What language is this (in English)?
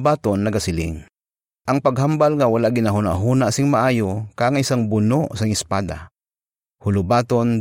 Hiligaynon